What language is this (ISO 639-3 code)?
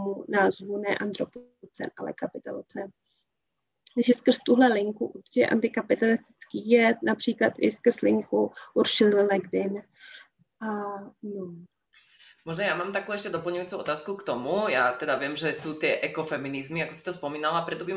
ces